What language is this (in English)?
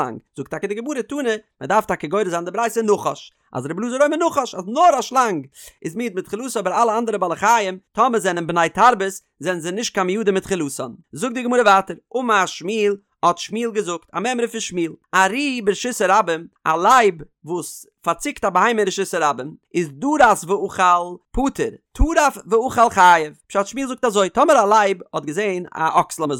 Yiddish